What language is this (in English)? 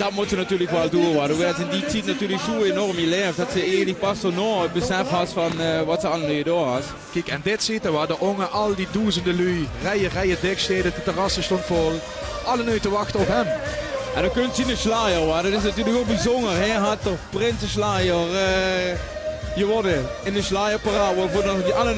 Limburgish